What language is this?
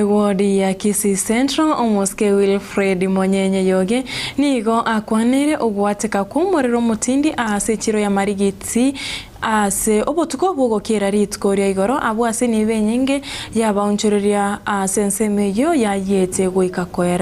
Gusii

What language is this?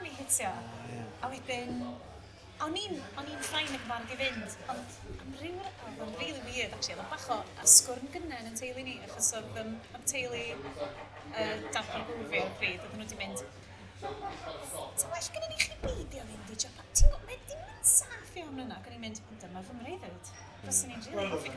Welsh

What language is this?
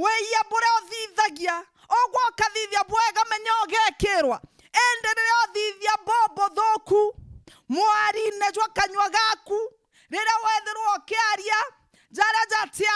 Meru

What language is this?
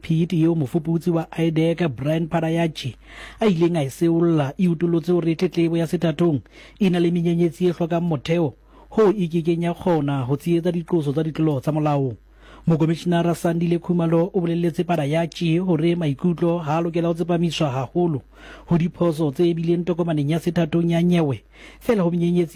Southern Sotho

